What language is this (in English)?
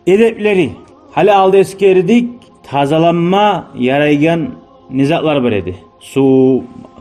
Kumyk